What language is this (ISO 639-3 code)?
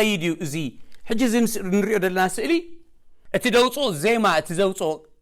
tir